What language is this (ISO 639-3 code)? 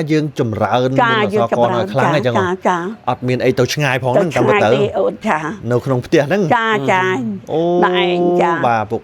khm